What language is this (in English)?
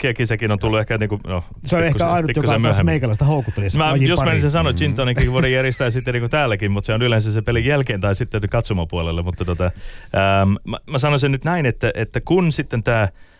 Finnish